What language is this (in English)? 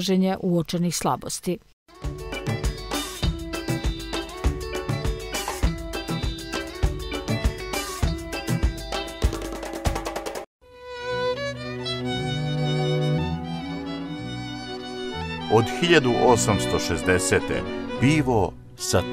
Serbian